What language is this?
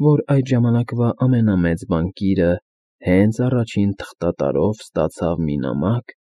Armenian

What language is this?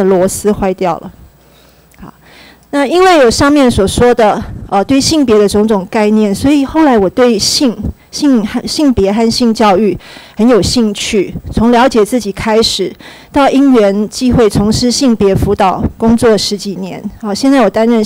Chinese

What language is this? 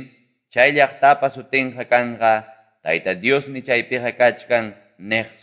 Quechua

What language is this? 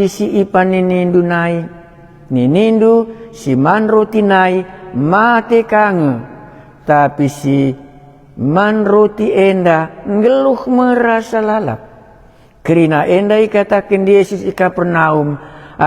Batak Karo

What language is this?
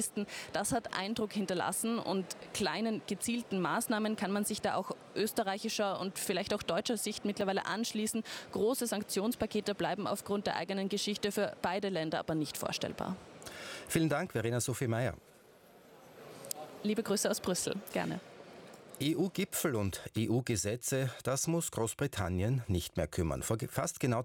German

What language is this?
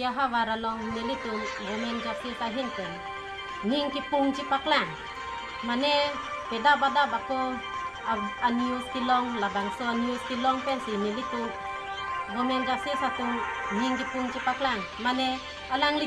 Karbi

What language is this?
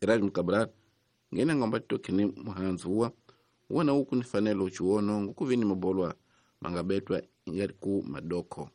Tsonga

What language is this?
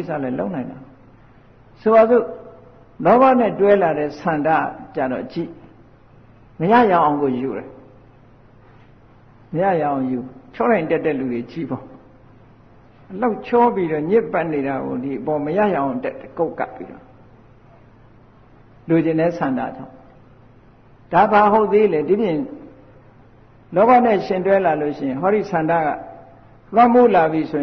Burmese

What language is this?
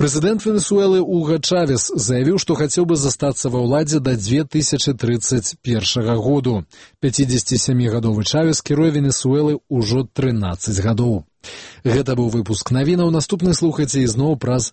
Belarusian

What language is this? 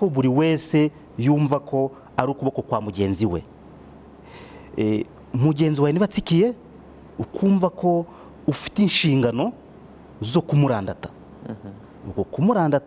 Kinyarwanda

